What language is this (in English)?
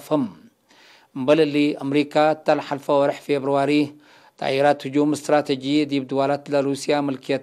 Tigre